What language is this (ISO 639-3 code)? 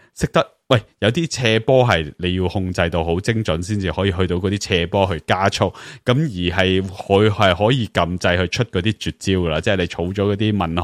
yue